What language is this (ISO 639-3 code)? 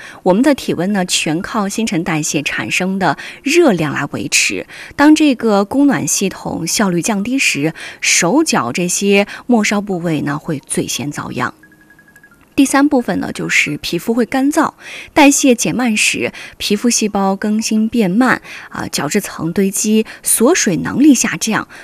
zho